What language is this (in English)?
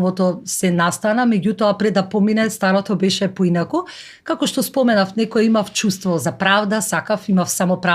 Macedonian